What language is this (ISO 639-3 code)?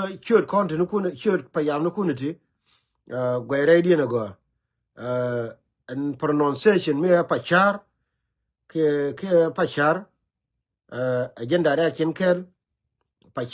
nus